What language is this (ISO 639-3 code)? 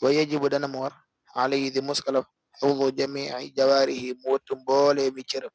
wol